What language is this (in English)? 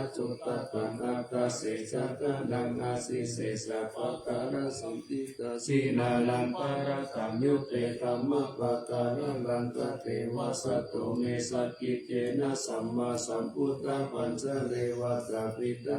Pali